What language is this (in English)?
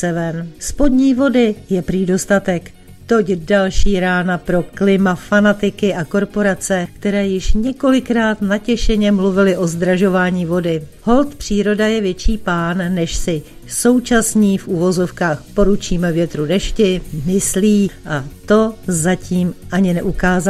Czech